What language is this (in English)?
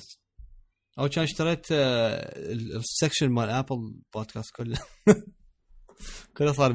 Mesopotamian Arabic